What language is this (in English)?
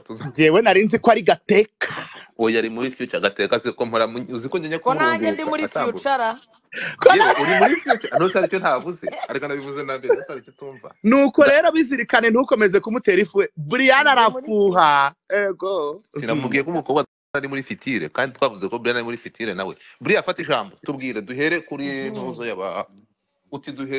Kinyarwanda